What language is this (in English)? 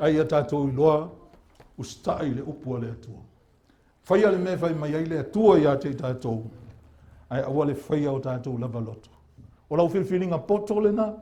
Samoan